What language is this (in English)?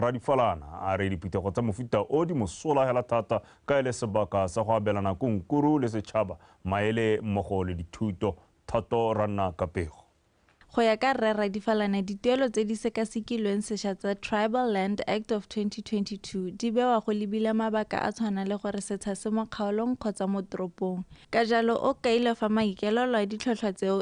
Tswana